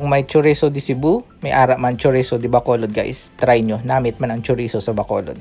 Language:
Hiligaynon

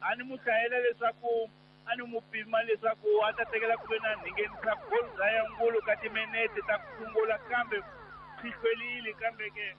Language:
Tsonga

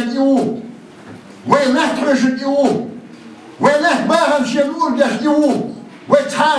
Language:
Chechen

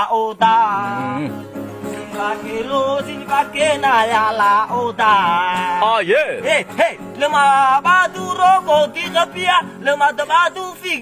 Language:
Nias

